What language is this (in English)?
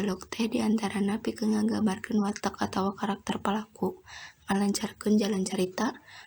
Sundanese